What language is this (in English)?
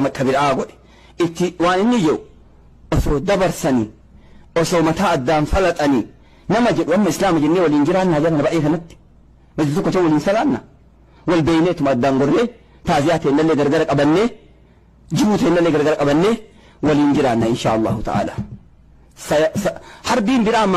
Oromo